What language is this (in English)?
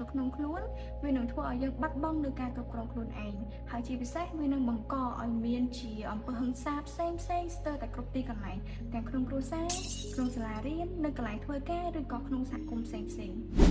Khmer